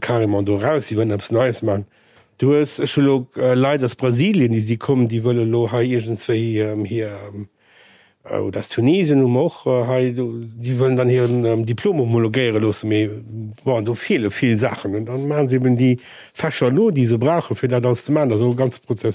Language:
Luxembourgish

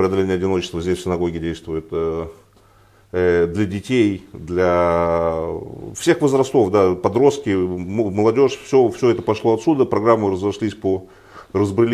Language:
Russian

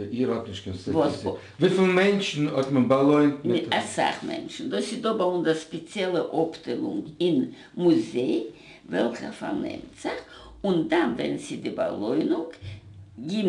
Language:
Yiddish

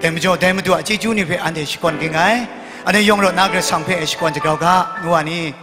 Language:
Kachin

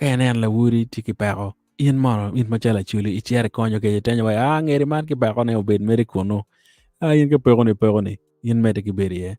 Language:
Acoli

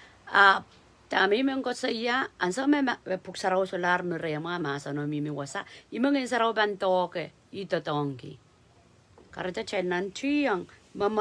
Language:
Pohnpeian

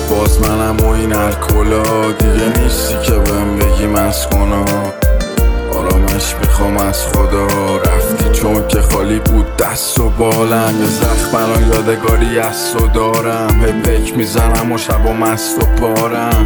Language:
Persian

